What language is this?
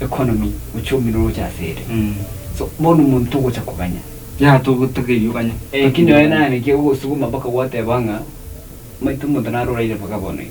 Gusii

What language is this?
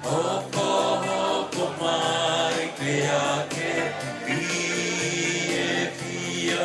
Tongan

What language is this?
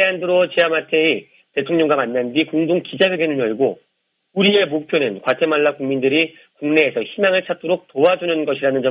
Korean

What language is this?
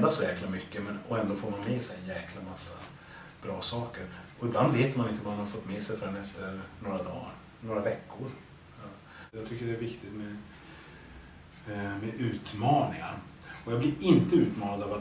Swedish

